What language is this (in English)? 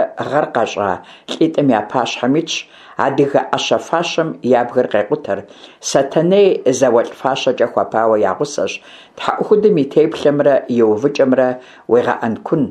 Kabardian